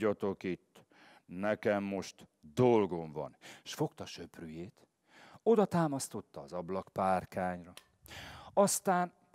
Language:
Hungarian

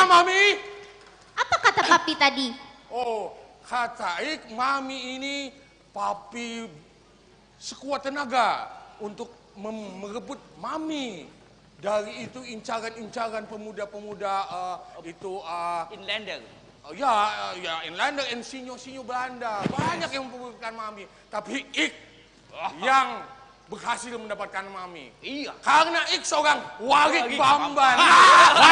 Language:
Banjar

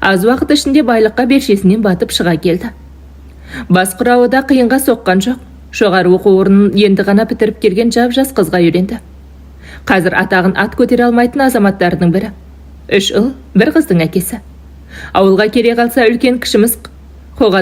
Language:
Kazakh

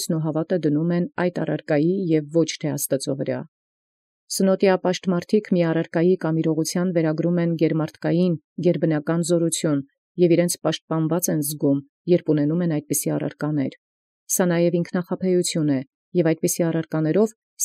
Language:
Armenian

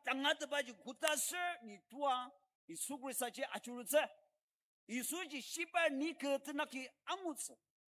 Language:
Ao Naga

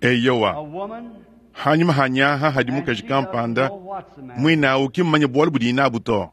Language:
Luba-Lulua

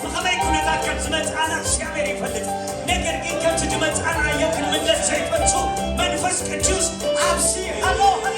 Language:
Tigrinya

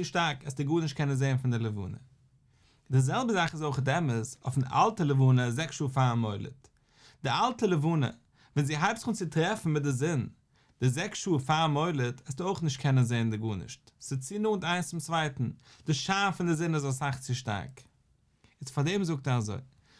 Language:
Yiddish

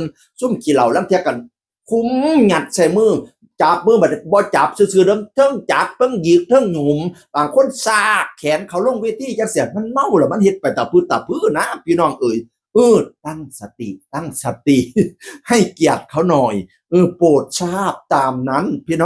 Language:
Northeastern Thai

